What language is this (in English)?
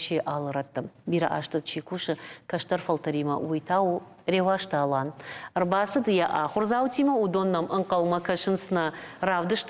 Ossetic